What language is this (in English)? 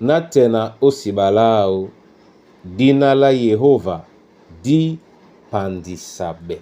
Duala